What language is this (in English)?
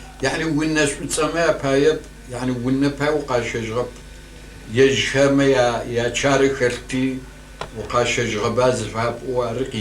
Kabardian